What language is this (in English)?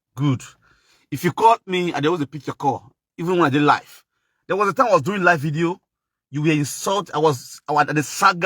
Nigerian Pidgin